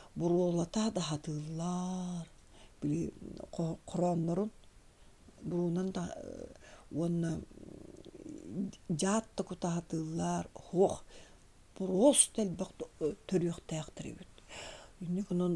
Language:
Yakut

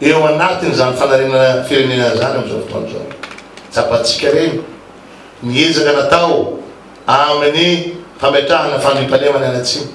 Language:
Malagasy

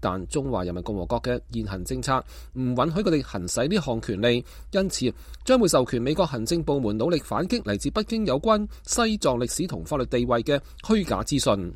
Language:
Cantonese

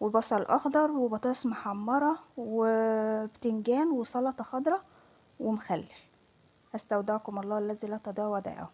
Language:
Egyptian Arabic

